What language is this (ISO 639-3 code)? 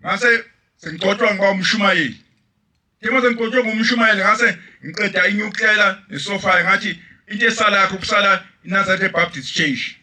zul